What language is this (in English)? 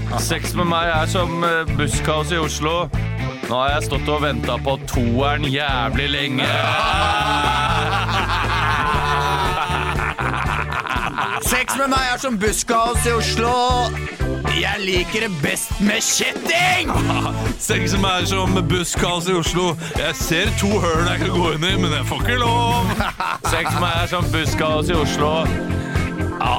Norwegian